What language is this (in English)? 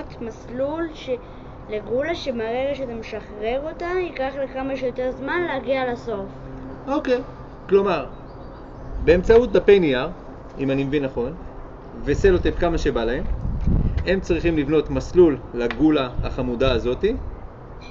Hebrew